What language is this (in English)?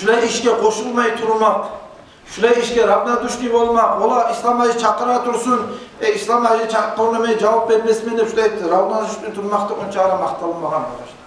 Kumyk